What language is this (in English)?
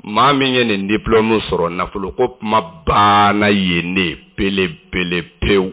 Bambara